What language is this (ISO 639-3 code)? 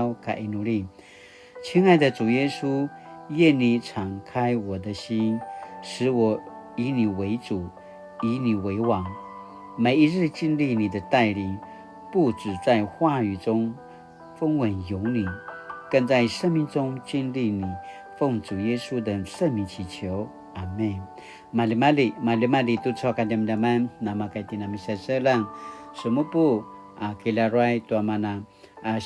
pwn